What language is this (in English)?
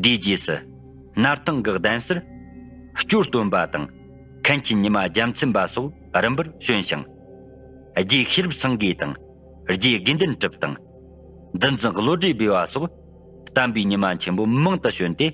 Tibetan